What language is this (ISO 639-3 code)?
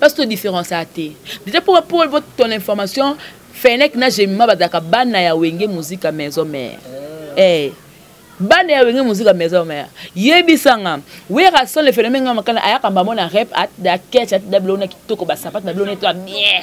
lin